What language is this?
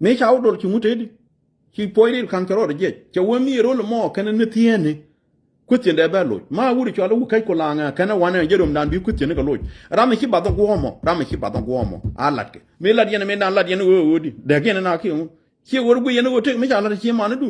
Nuer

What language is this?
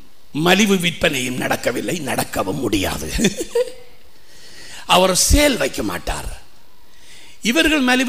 Tamil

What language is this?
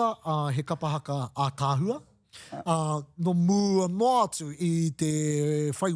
Māori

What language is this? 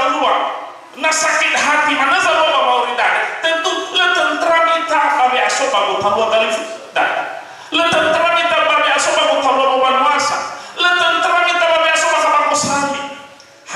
Nias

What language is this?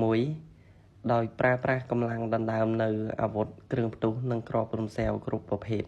Khmer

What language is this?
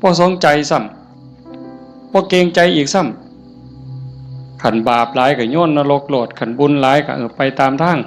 Northeastern Thai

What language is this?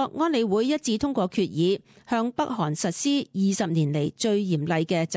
Cantonese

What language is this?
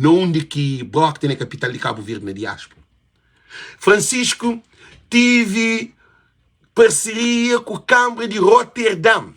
Kabuverdianu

